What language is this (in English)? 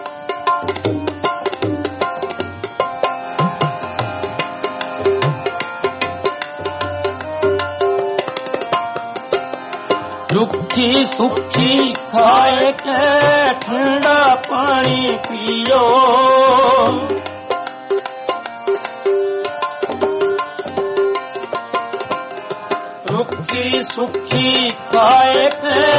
Punjabi